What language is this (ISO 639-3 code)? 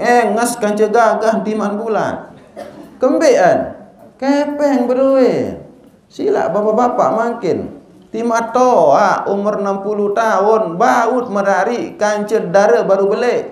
sas